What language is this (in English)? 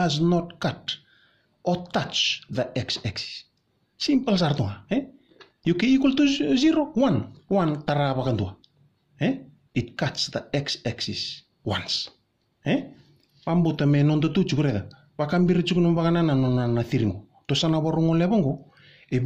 Fijian